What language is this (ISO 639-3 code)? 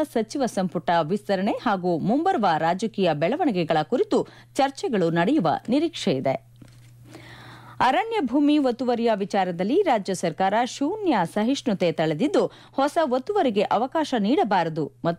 kan